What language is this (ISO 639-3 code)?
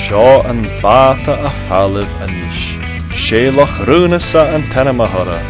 gla